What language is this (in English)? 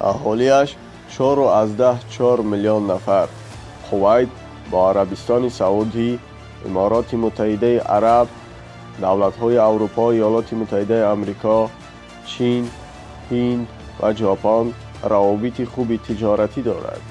Tajik